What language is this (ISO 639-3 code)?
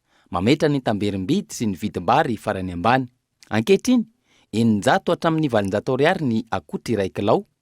mlg